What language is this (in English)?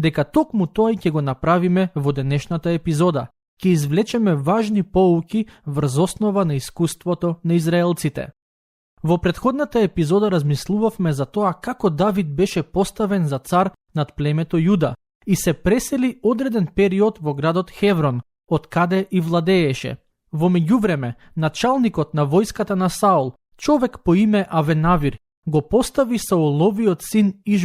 Macedonian